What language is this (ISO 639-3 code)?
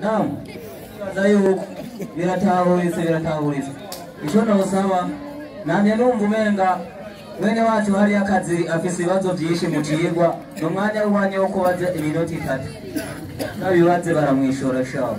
run